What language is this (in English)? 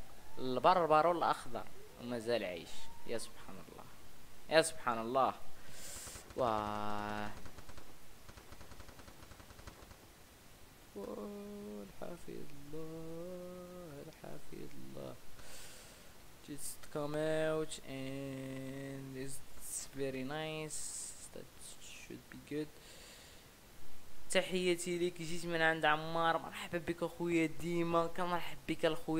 Moroccan Arabic